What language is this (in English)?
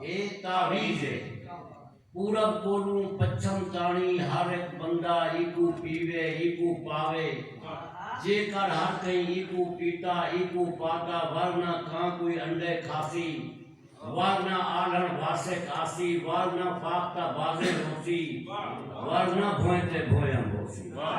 Saraiki